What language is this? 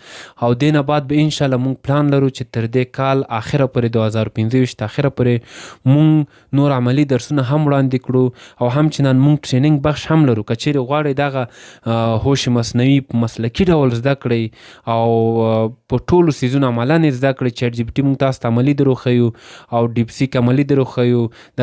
Pashto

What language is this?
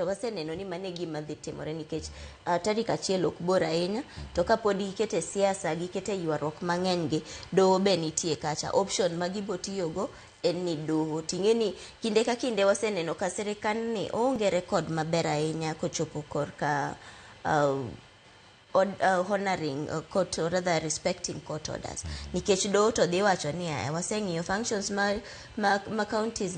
Luo (Kenya and Tanzania)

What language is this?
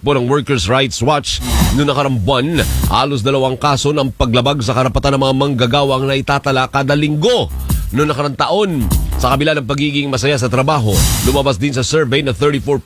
Filipino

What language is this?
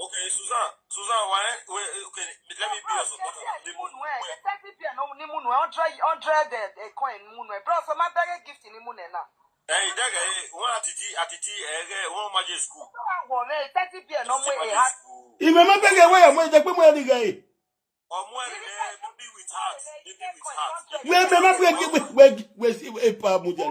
Nigerian Pidgin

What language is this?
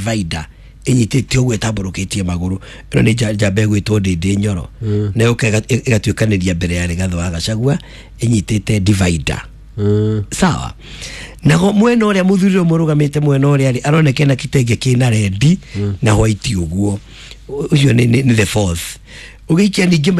Kikuyu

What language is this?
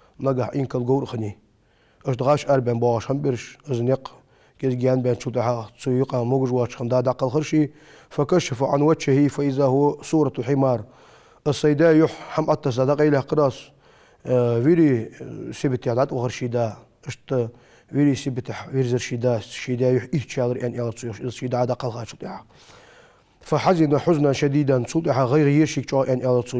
Ingush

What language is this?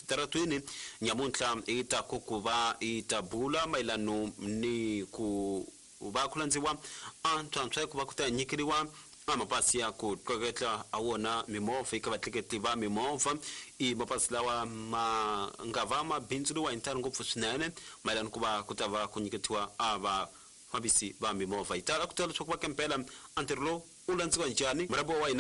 Tsonga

